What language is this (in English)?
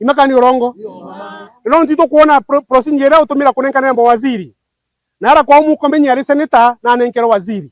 Meru